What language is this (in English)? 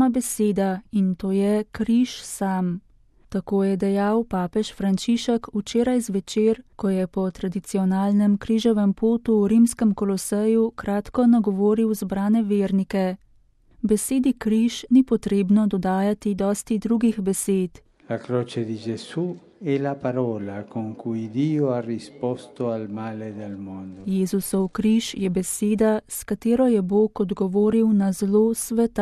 Slovenian